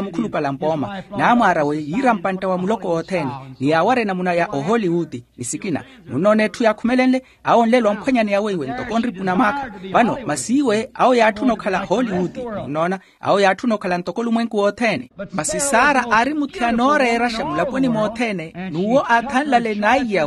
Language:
Makhuwa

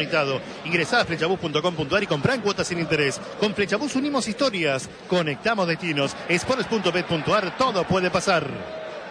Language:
Spanish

